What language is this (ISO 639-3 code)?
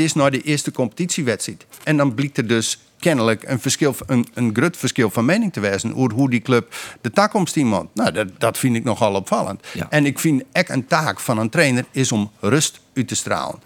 fry